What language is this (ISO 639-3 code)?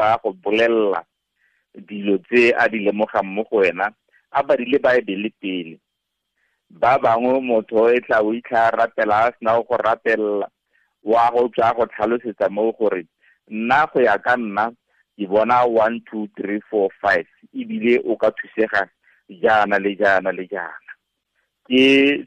tsn